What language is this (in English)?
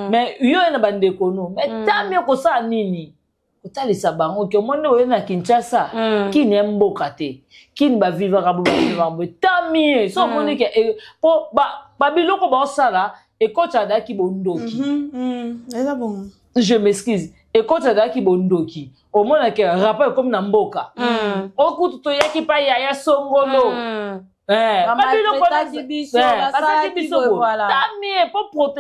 Lingala